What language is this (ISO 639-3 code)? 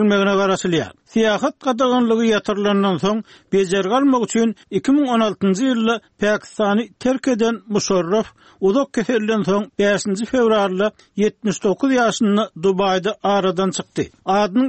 tuk